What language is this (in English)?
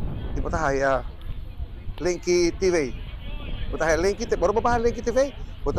Papiamento